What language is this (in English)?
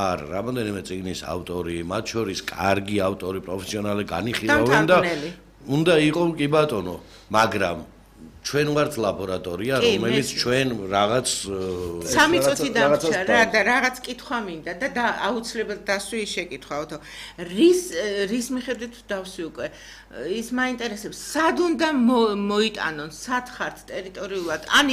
Georgian